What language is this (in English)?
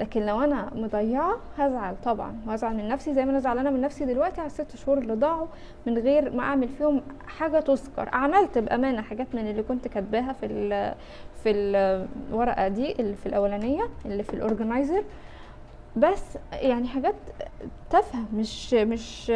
Egyptian Arabic